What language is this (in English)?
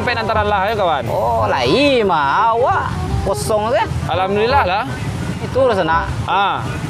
Minangkabau